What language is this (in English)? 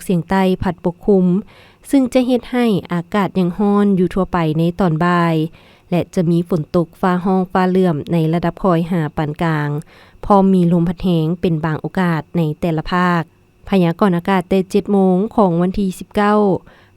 Lao